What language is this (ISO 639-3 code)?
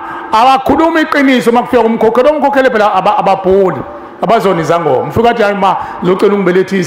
zul